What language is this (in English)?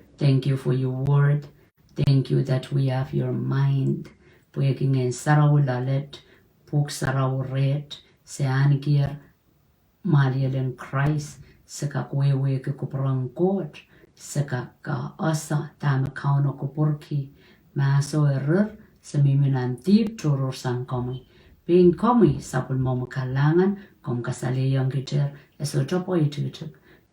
Pohnpeian